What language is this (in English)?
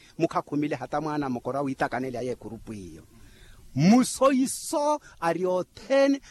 Makhuwa